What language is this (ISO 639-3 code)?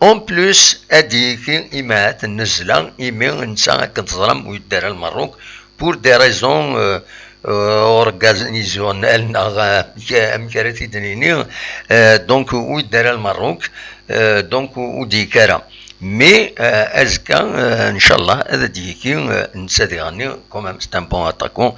kab